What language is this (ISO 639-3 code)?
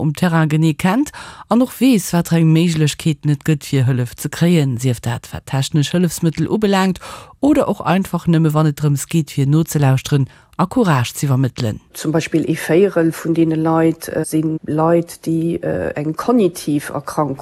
ltz